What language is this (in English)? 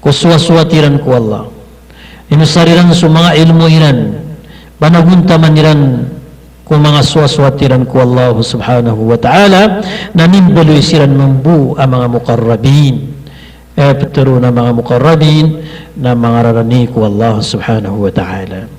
Maranao